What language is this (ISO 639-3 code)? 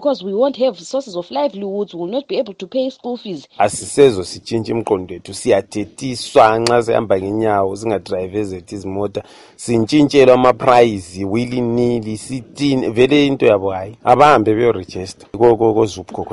nde